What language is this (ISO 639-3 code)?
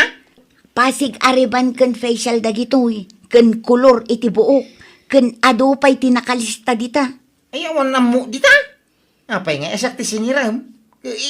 ilo